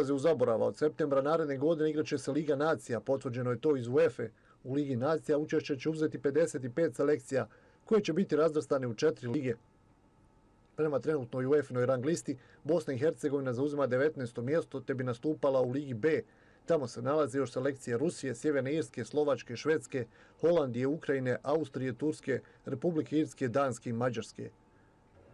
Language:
Bosnian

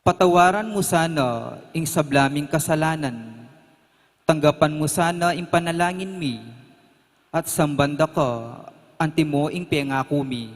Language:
Pampanga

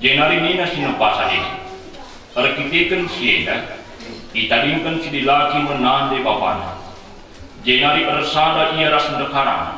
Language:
Batak Karo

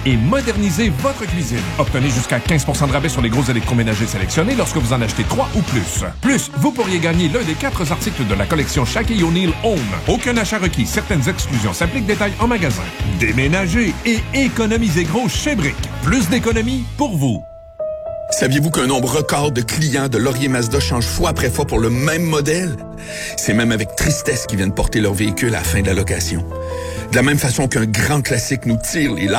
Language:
French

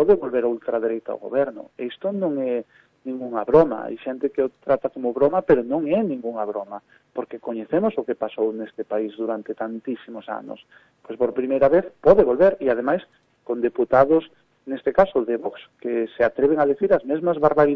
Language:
Galician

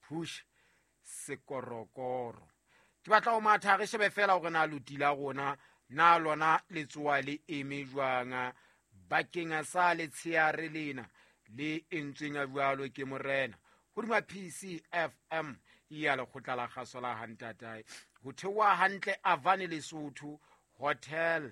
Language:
Southern Sotho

